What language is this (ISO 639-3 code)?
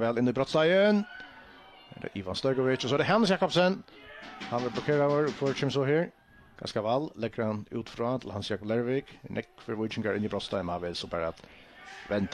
fao